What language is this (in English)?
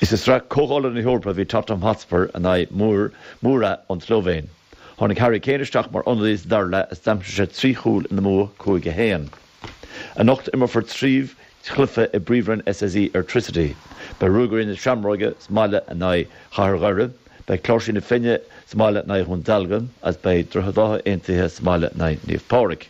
Irish